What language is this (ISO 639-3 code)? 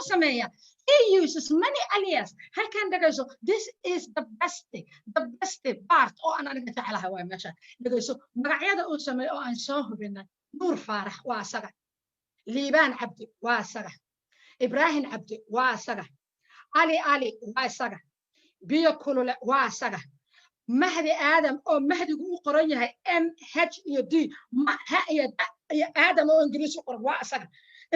som